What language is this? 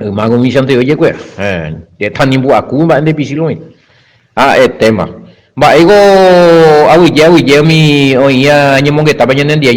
Guarani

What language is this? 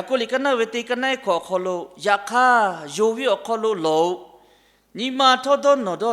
Lahu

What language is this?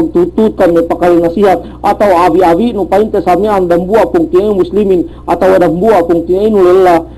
Yakan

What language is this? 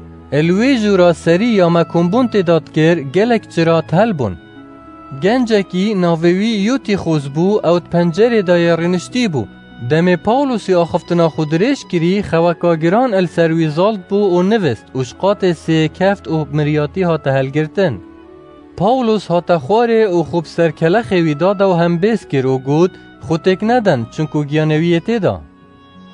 Kurdish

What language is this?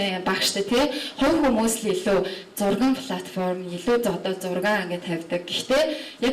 Mongolian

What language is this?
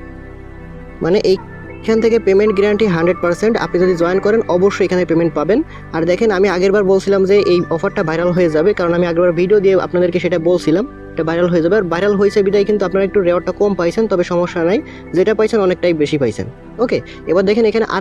Bangla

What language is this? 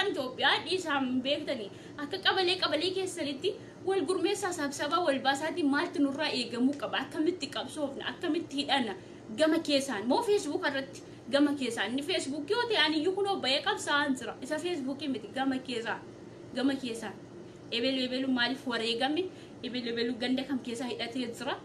Oromo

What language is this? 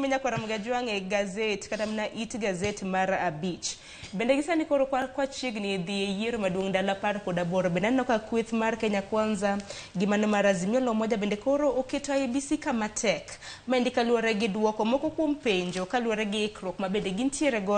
Luo (Kenya and Tanzania)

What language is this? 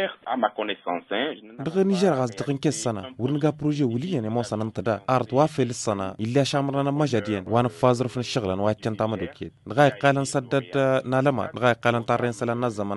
Tamasheq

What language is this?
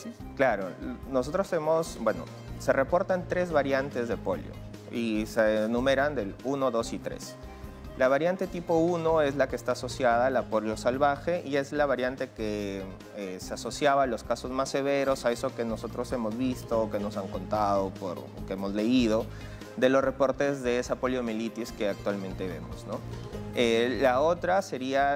Spanish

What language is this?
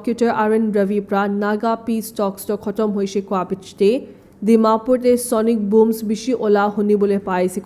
Naga Pidgin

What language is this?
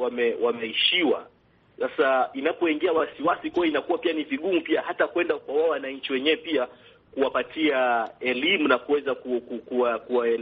Swahili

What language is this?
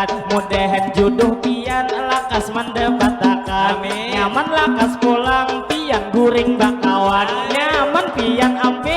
Banjar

